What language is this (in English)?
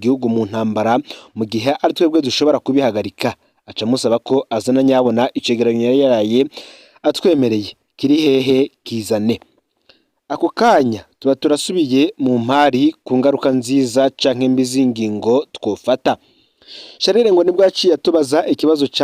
Rundi